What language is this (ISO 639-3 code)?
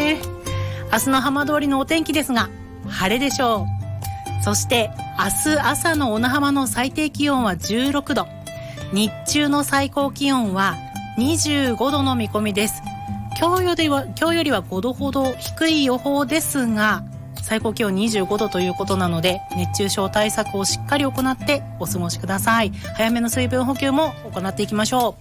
jpn